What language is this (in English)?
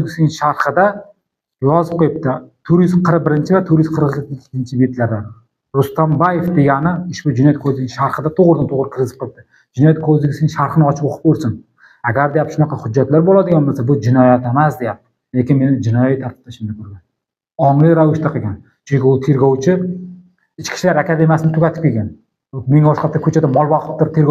Uzbek